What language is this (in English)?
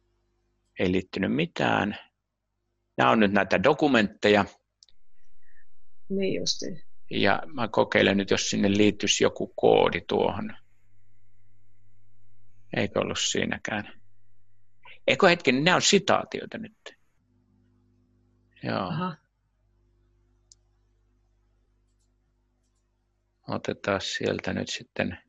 Finnish